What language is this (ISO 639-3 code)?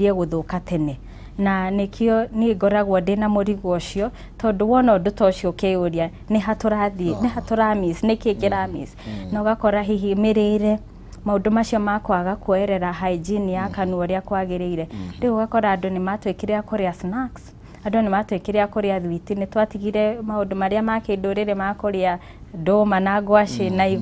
kik